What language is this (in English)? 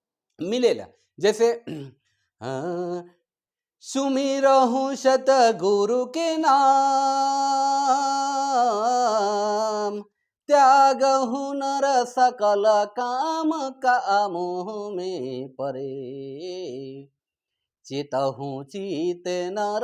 Sadri